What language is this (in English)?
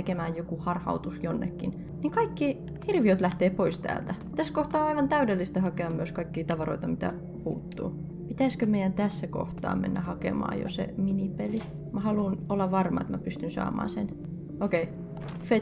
Finnish